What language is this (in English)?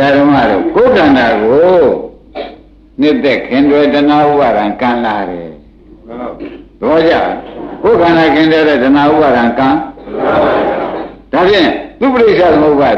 Burmese